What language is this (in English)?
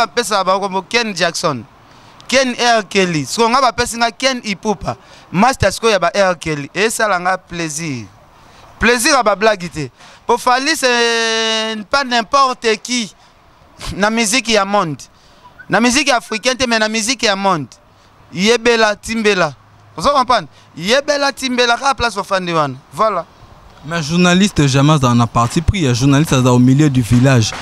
Lingala